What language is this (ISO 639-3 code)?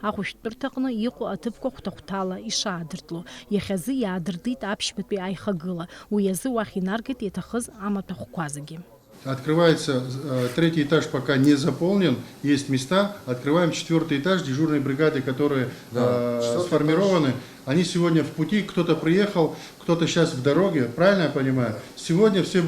abk